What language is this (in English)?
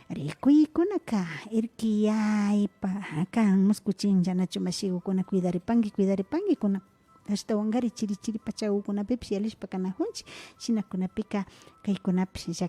Imbabura Highland Quichua